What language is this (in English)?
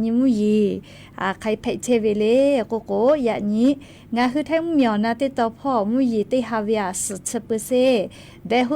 Lahu